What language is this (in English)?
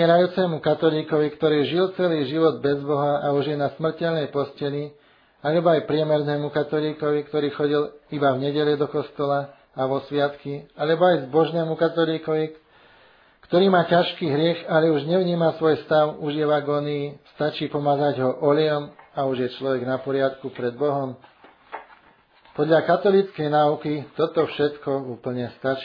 Slovak